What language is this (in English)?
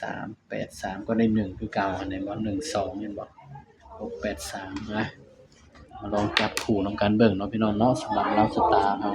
Northeastern Thai